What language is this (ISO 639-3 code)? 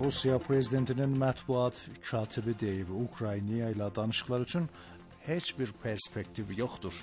aze